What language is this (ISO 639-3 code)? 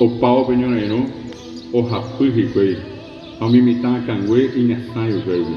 grn